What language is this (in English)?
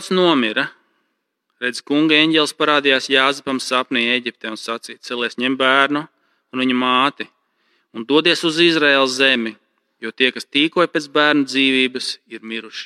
Latvian